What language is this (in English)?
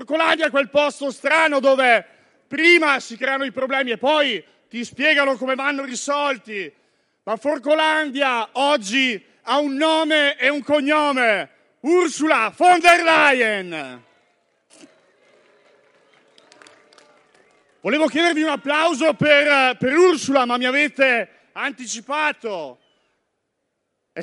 Italian